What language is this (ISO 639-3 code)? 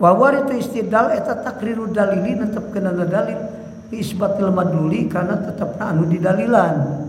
sun